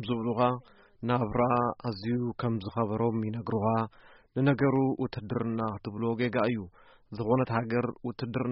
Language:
Tigrinya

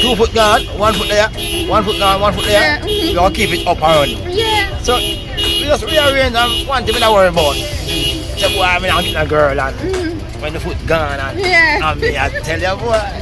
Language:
Jamaican Creole English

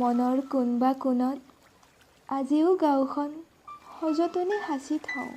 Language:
Assamese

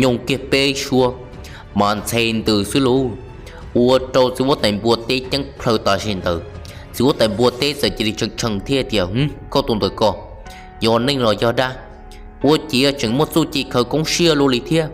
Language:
Hmong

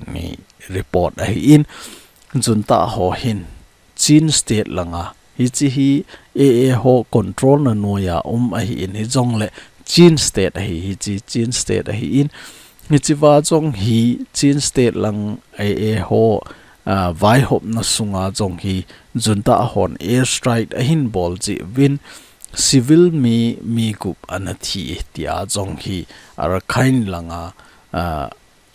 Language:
Thado Chin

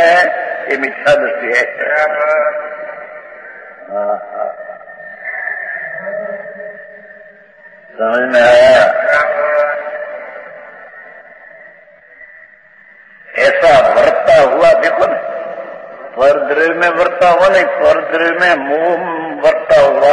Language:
Hindi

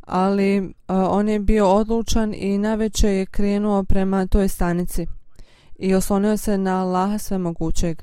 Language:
Bosnian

